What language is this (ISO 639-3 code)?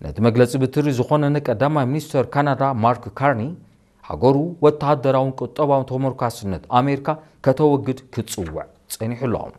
tir